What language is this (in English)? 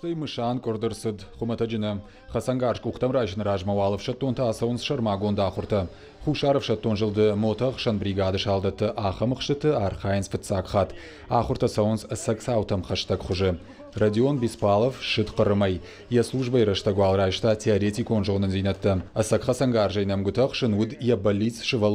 Ossetic